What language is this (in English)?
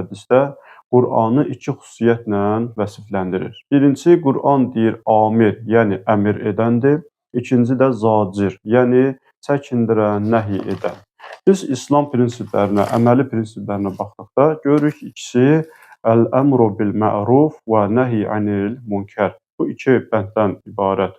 Azerbaijani